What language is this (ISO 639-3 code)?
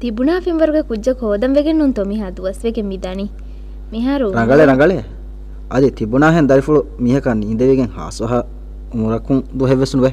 div